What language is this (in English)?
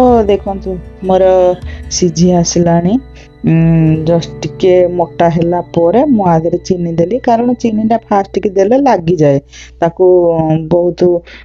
Odia